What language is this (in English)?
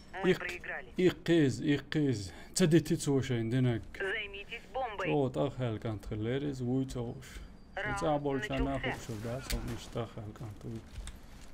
Chechen